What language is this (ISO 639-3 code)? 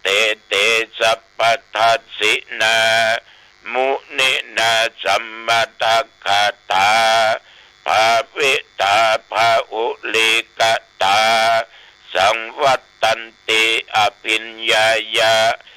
pli